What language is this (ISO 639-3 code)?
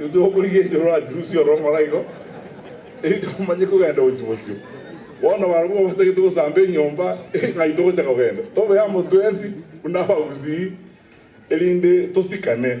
guz